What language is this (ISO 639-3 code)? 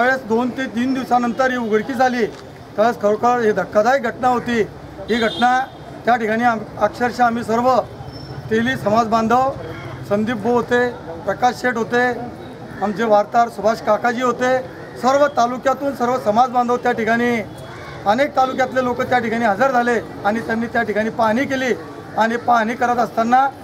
mar